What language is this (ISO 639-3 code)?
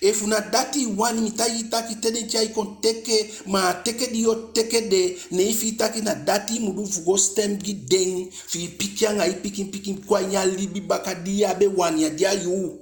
djk